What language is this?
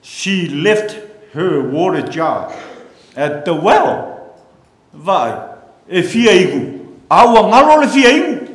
Samoan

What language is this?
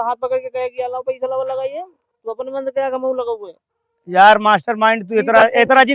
Awadhi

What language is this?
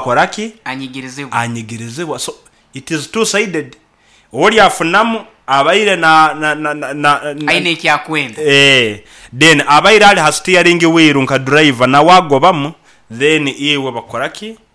Nyankole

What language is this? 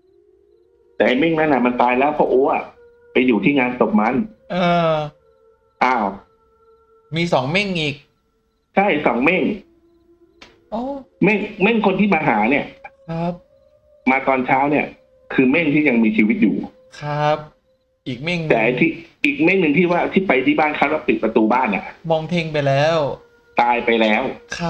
Thai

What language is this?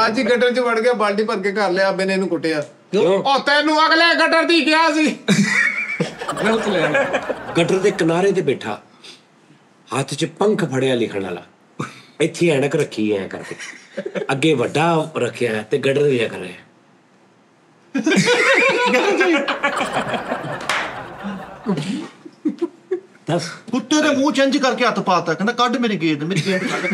Punjabi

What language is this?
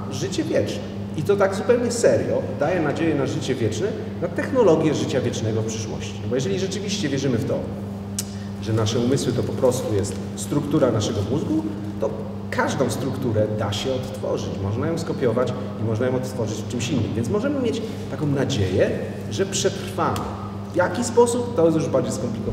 Polish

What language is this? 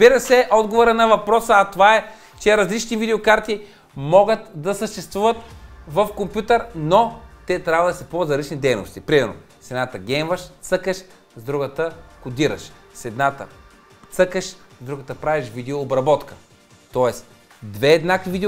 Bulgarian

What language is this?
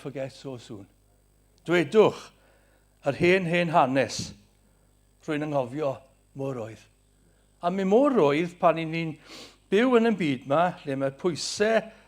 Welsh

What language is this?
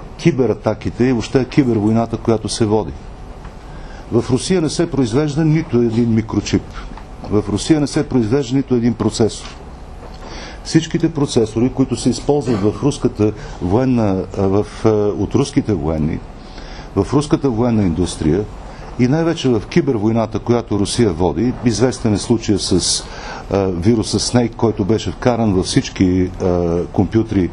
Bulgarian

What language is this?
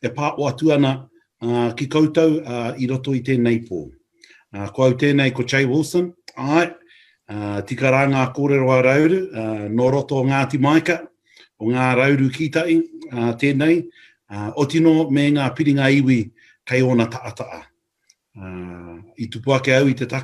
Māori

